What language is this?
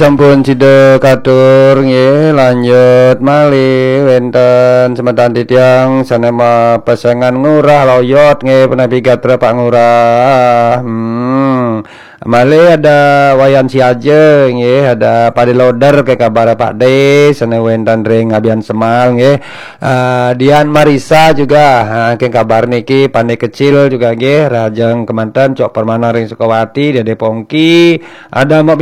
Balinese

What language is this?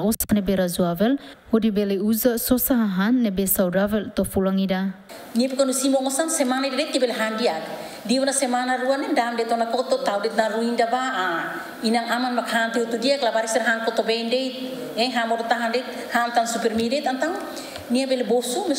Tetum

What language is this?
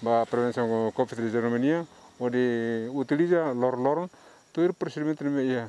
Tetum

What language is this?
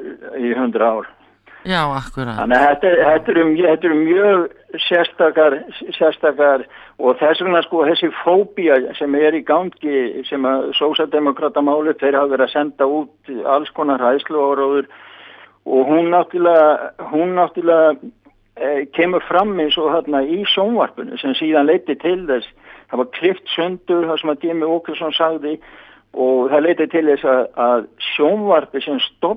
Icelandic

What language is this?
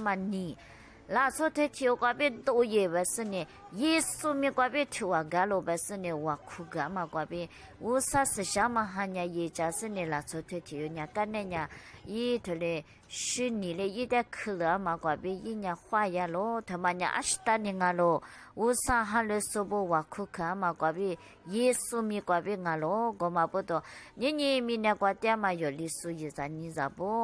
Lisu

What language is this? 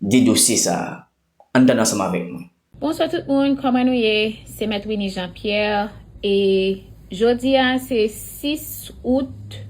Haitian Creole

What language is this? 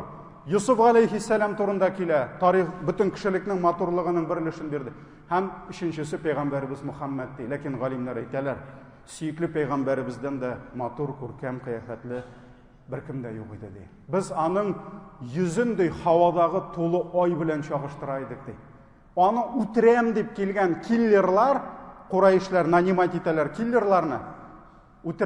Tatar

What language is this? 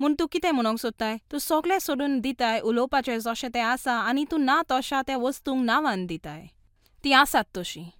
Konkani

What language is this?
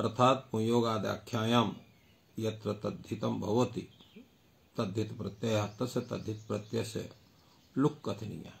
Sanskrit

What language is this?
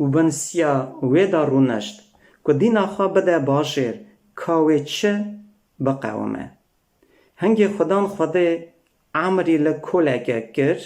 Kurdish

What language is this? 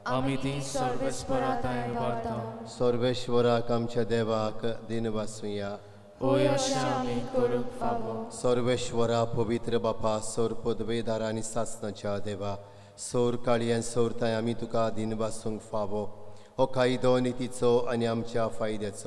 Konkani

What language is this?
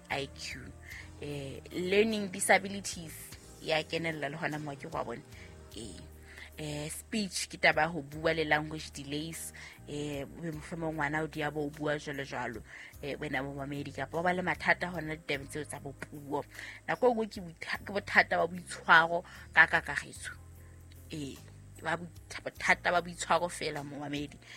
Southern Sotho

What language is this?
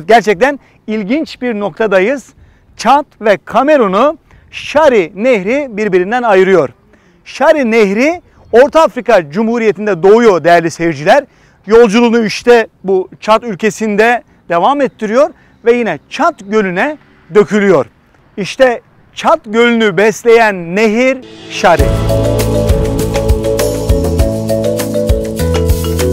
Turkish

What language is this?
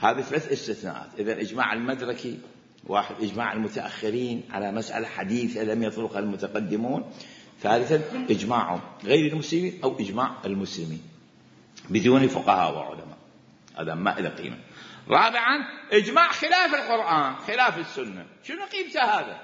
Mesopotamian Arabic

